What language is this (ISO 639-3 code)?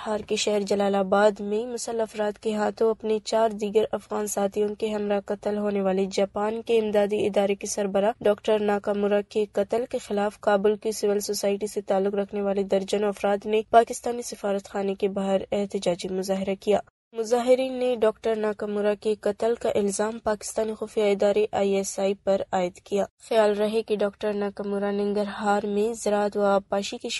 urd